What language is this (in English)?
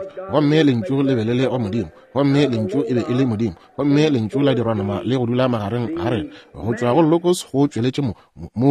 Northern Sotho